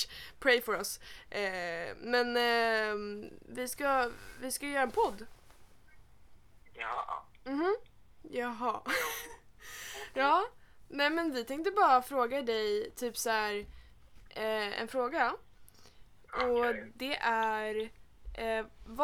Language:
Swedish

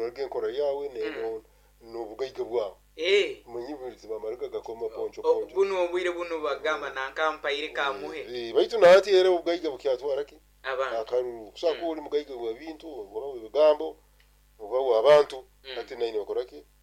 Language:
Nyoro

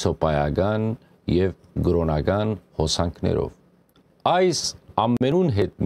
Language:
Western Armenian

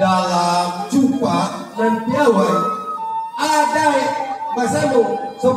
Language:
Minangkabau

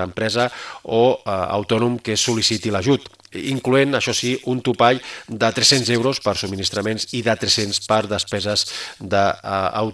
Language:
Catalan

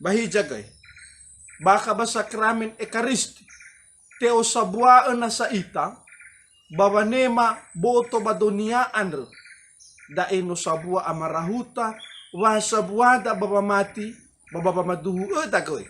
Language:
Nias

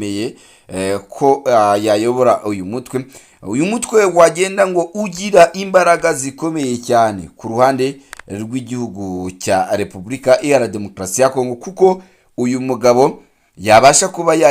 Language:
Kinyarwanda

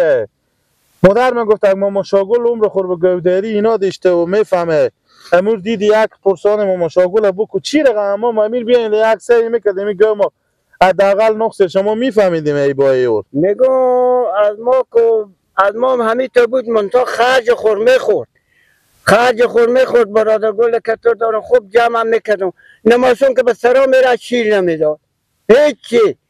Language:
Persian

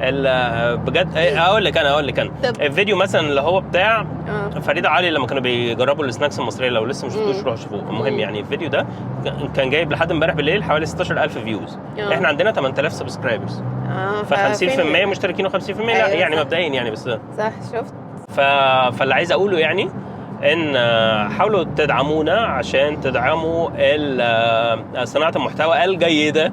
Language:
Egyptian Arabic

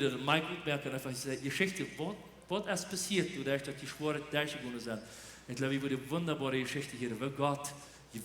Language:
Plautdietsch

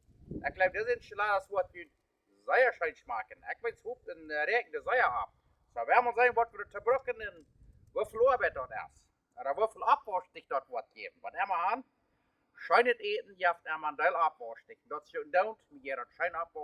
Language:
Plautdietsch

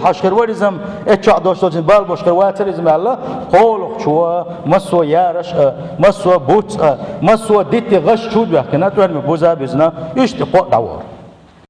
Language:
Chechen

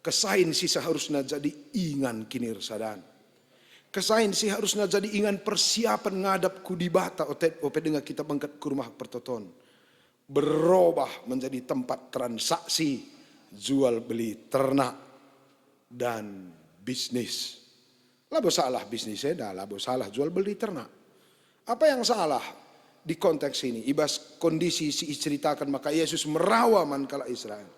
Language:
Batak Karo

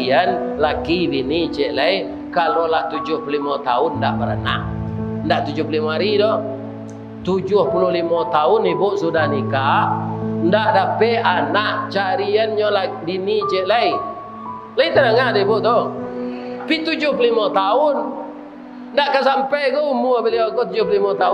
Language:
Minangkabau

